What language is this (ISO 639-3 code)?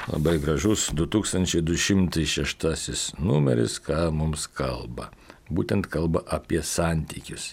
lit